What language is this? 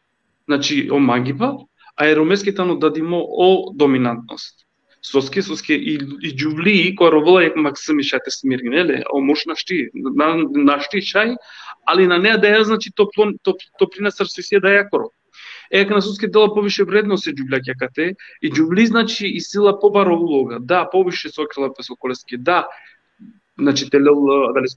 Balkan Romani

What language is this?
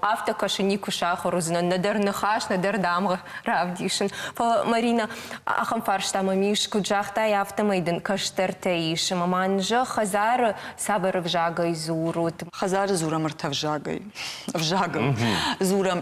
Ossetic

